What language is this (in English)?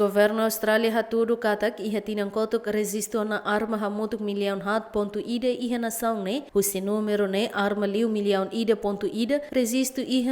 Tetum